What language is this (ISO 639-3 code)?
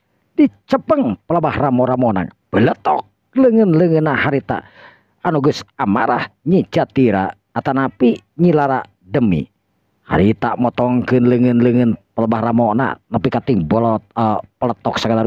sun